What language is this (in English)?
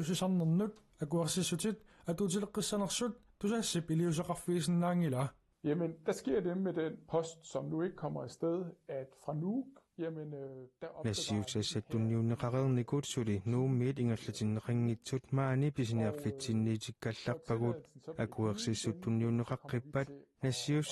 Kalaallisut